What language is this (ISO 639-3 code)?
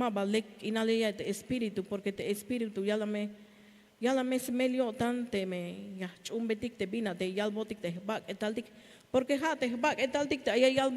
tzh